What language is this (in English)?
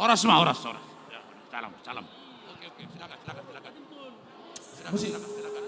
Batak Toba